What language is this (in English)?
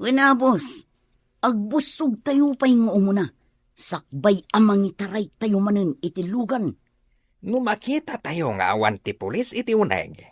Iloko